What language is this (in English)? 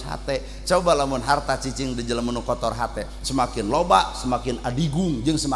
Sundanese